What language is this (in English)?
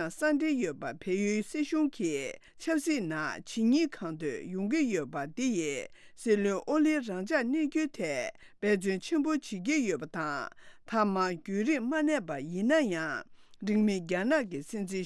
Tibetan